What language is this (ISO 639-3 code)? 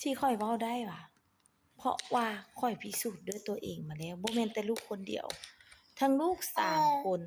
lao